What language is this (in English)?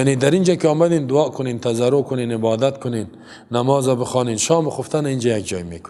Persian